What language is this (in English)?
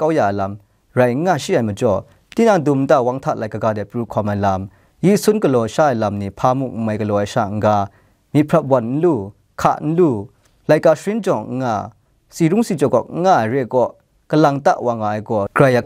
Kachin